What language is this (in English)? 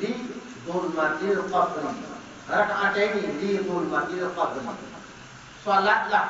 Achinese